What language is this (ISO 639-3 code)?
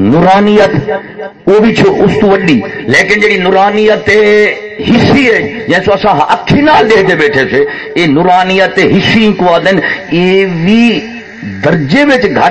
skr